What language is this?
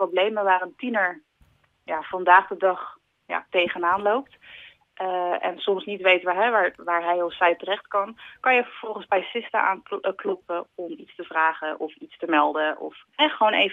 Dutch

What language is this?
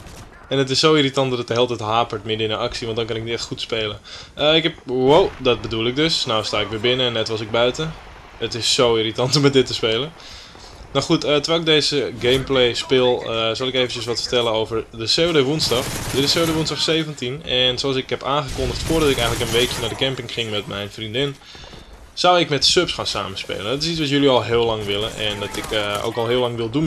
Dutch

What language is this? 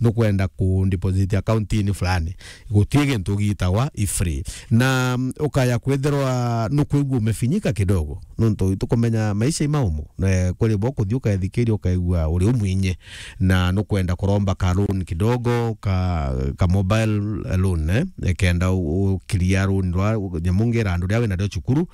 Meru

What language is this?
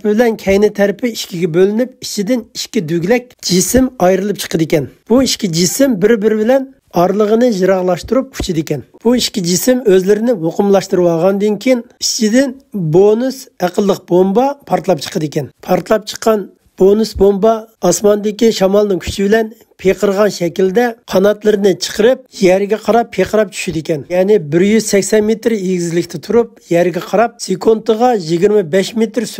Uyghur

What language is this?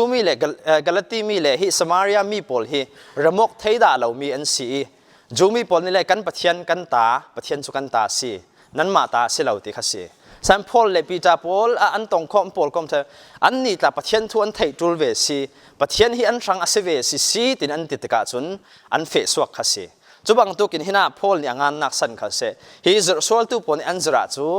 Falam Chin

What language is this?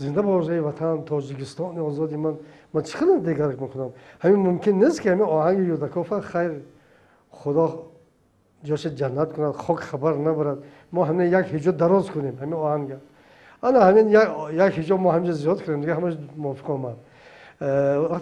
Tajik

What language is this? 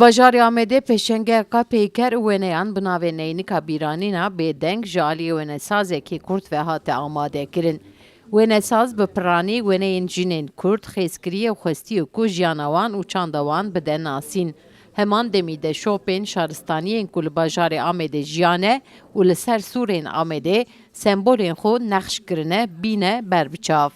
Kurdish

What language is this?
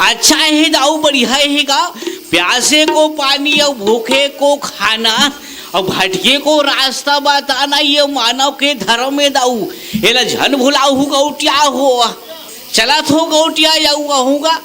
Chhattisgarhi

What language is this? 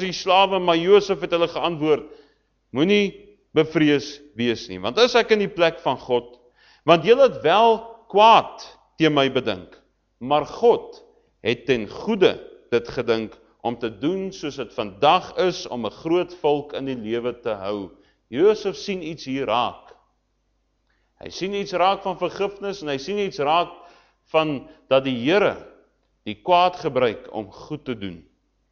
Afrikaans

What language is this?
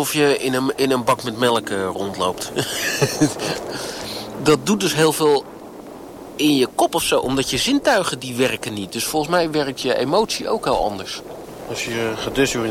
Dutch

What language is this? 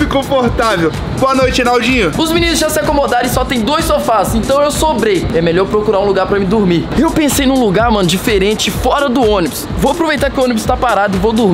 Portuguese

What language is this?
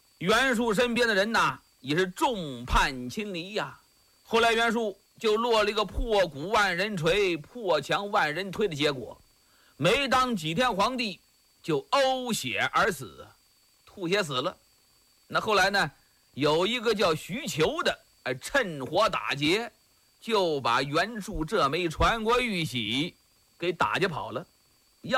Chinese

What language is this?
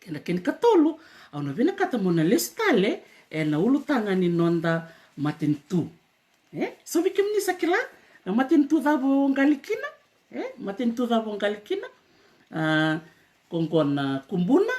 Fijian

